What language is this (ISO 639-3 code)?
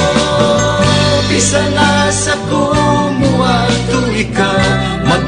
ceb